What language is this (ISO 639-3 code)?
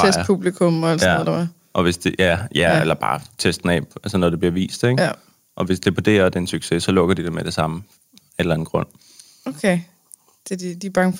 dan